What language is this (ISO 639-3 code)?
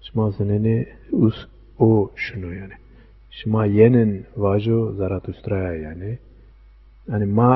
zza